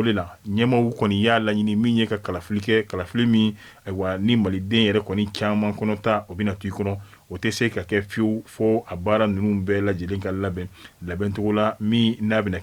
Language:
Bambara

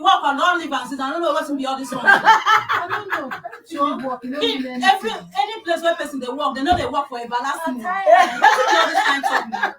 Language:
Nigerian Pidgin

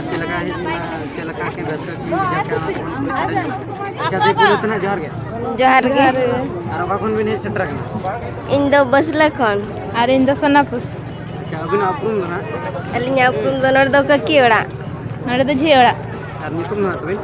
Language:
Santali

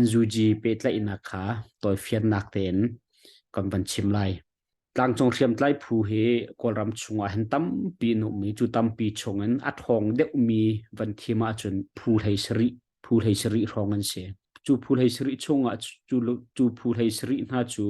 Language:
Hakha Chin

